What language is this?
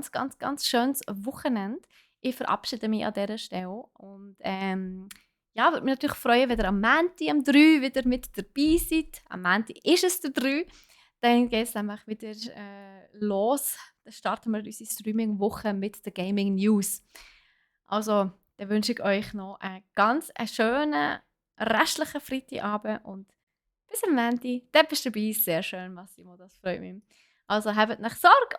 Swiss German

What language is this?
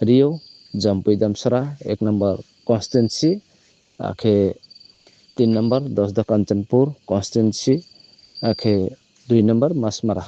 Riang (India)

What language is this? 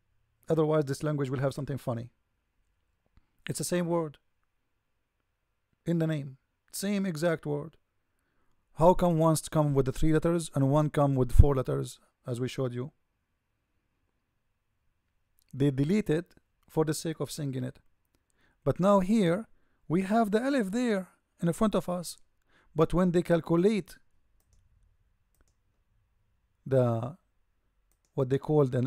English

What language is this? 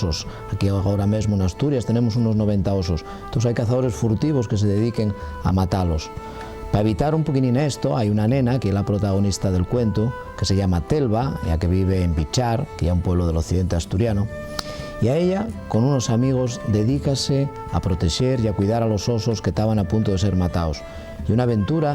Asturian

